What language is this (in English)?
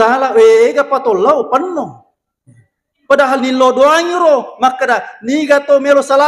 Buginese